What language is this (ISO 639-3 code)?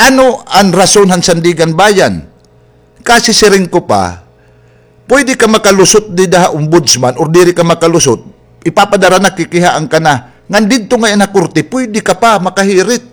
war